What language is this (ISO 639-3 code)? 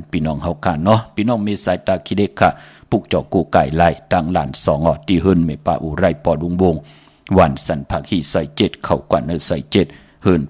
shn